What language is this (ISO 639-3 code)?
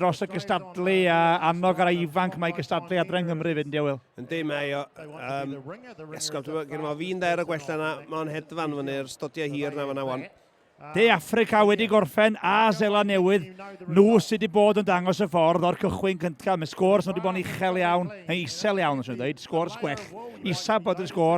cym